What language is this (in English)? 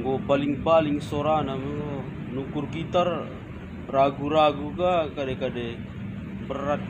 Batak Karo